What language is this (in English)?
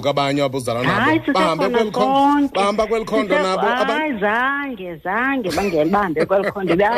Xhosa